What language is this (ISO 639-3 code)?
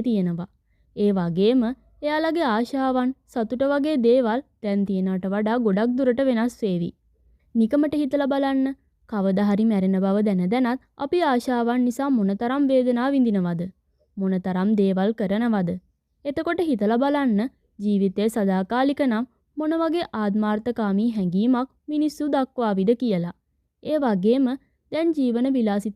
sin